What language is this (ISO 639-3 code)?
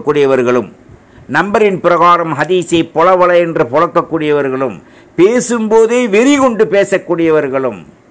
tam